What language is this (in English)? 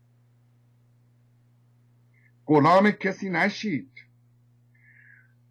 Persian